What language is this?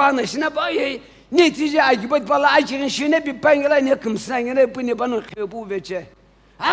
Sumi Naga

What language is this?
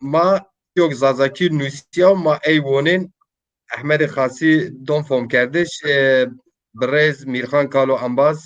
Zaza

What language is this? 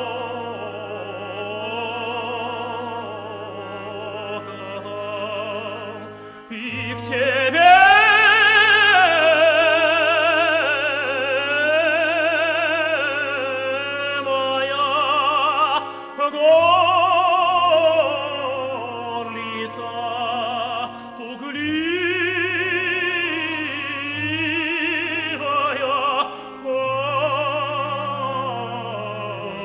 Russian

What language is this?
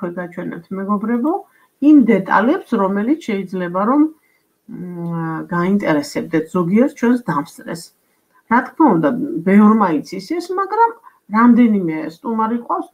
Georgian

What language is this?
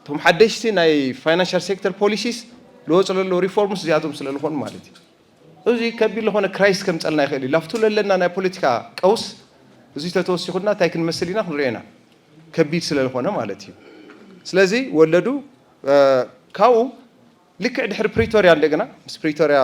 Tigrinya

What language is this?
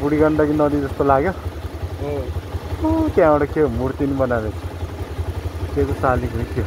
Nepali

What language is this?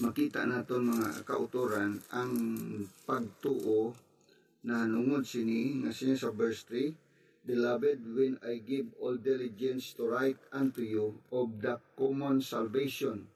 Hiligaynon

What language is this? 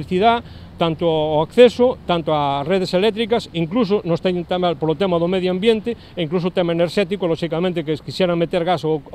Galician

